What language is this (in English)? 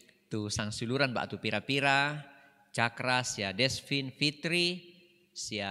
Toraja-Sa'dan